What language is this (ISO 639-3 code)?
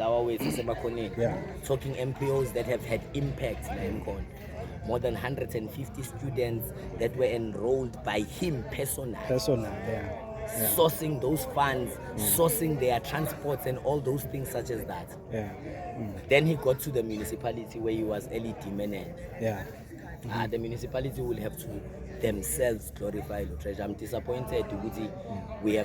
zul